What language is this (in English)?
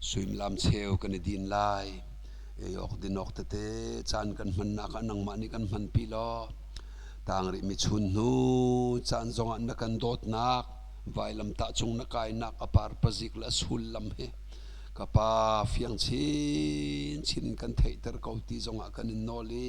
Hakha Chin